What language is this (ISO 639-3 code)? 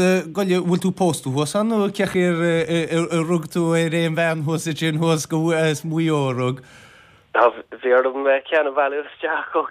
gle